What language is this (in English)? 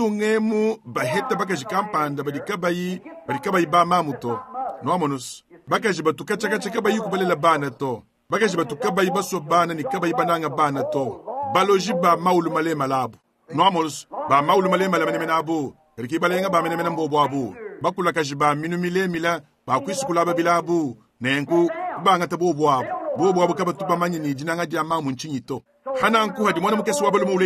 Luba-Lulua